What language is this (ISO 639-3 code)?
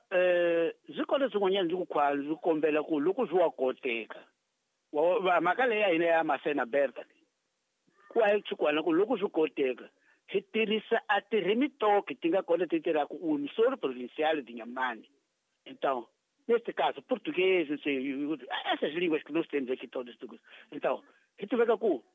tso